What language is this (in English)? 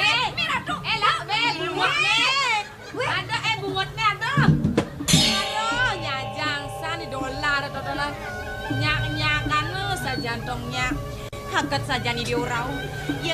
Balinese